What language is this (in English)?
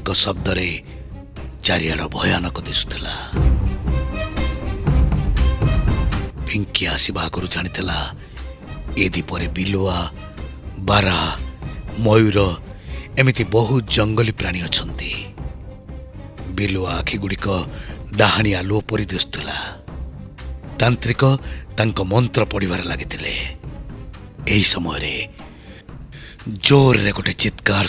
Odia